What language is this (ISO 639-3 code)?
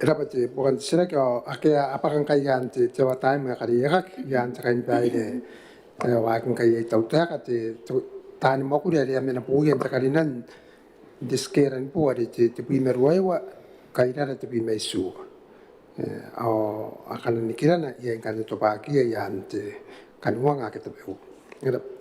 gil